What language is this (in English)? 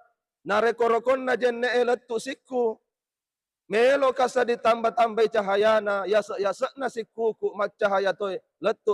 Buginese